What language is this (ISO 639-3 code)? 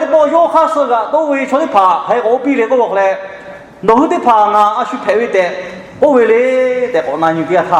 lhu